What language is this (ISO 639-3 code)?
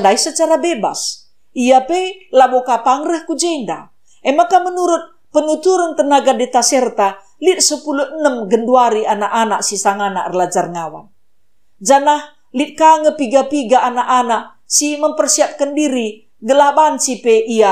btx